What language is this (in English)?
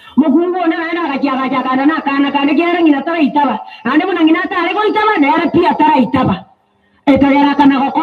Gusii